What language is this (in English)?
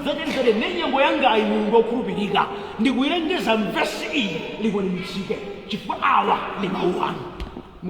Nyanja